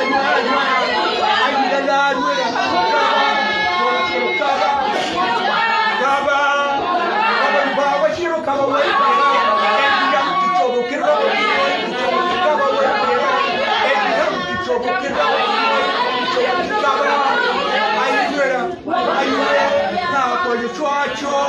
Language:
Acoli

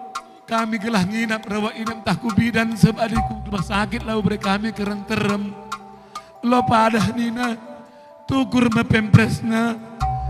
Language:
Batak Karo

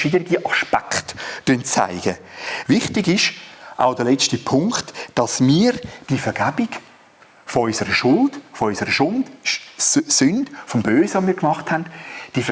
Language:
Swiss German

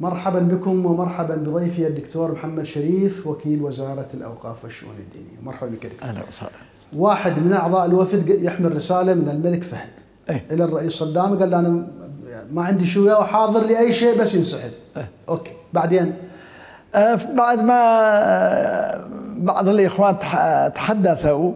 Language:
Mesopotamian Arabic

